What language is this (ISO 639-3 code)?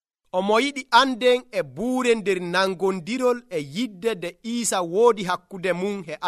fuv